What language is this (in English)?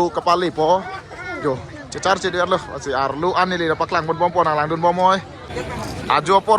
Karbi